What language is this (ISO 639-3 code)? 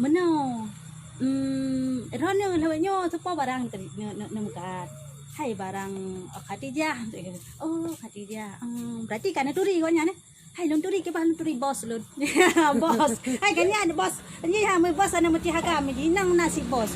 ace